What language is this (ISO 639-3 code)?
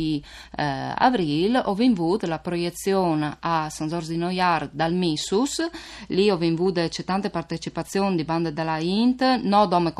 fur